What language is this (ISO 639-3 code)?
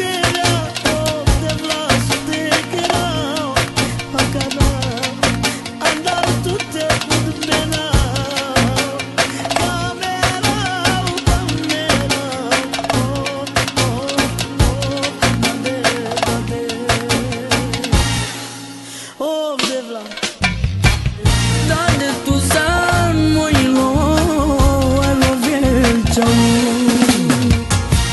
ron